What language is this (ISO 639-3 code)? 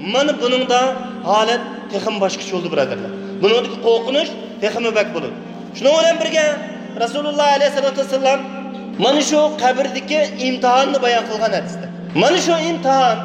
uig